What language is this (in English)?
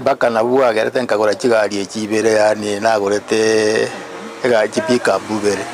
Gusii